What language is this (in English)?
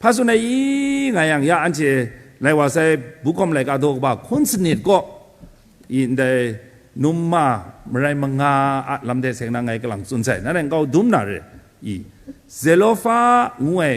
Kachin